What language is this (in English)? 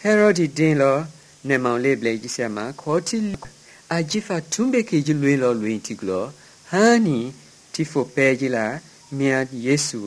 Mende